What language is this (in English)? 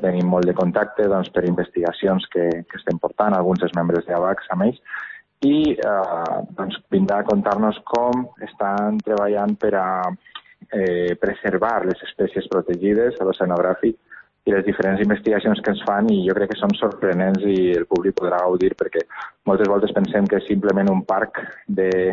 Catalan